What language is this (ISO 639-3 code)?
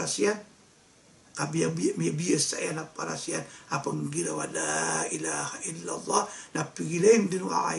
mrw